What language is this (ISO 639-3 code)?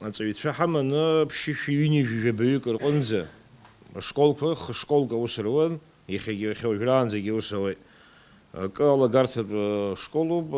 abk